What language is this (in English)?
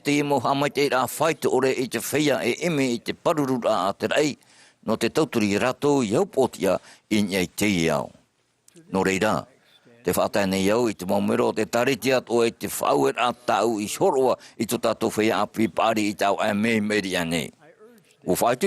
Tahitian